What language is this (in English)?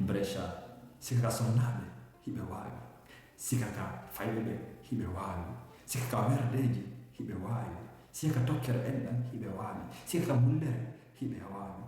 Fula